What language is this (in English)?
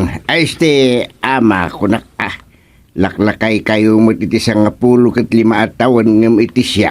Iloko